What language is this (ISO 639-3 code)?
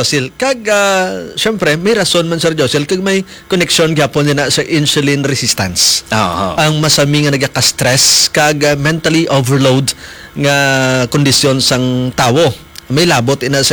hil